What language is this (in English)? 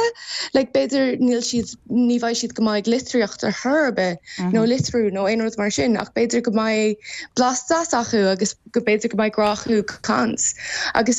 Irish